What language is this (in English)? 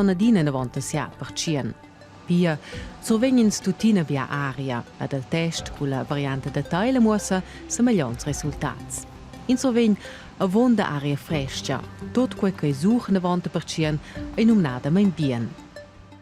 Romansh